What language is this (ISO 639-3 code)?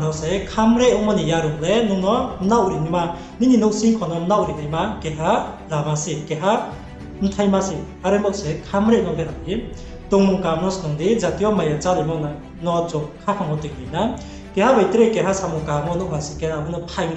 ria